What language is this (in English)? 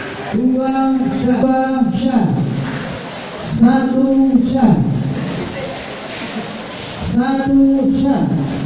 Indonesian